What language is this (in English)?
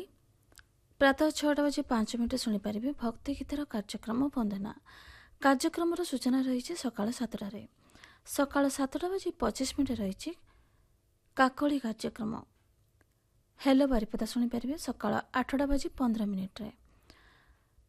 Odia